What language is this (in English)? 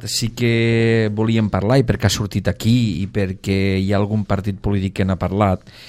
Catalan